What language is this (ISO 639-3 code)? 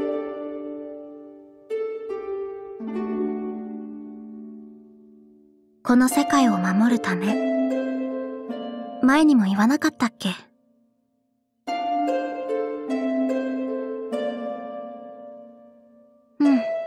jpn